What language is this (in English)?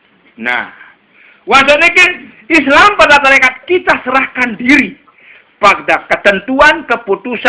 Sasak